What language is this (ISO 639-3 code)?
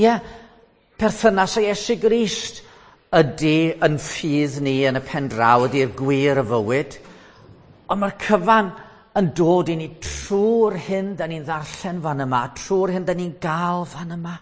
cym